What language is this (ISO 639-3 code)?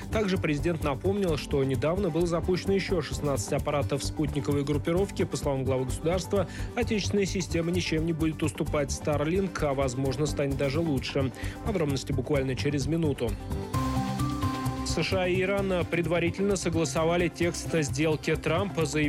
rus